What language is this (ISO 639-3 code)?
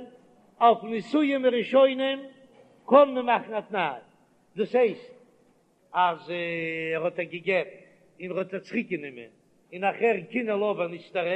yid